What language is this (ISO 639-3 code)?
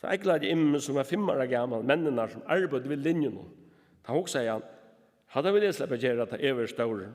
fao